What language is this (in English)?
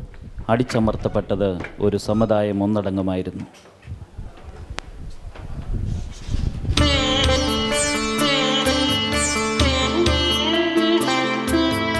Malayalam